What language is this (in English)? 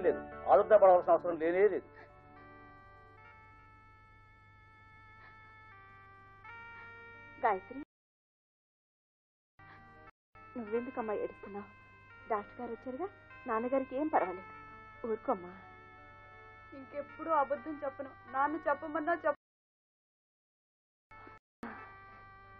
Telugu